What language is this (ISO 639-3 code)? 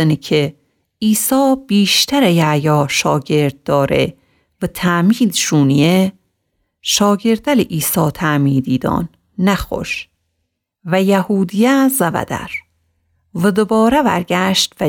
glk